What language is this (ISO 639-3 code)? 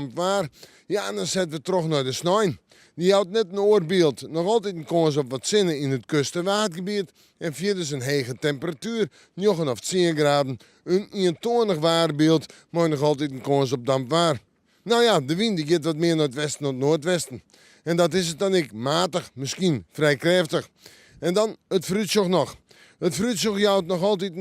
fry